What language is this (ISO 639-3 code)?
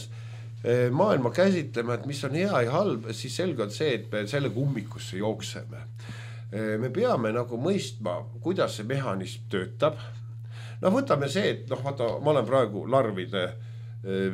est